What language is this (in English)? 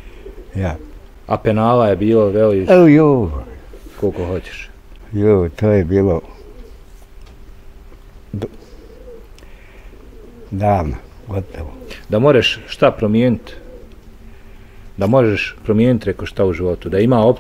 Bosnian